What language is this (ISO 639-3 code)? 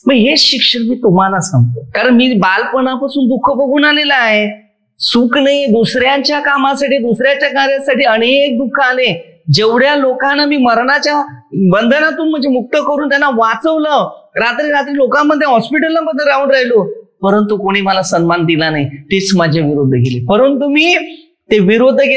mar